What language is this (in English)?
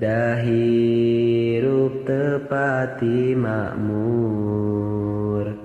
Sundanese